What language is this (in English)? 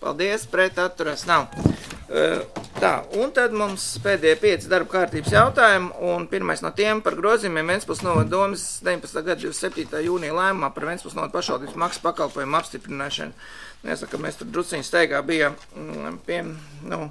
Latvian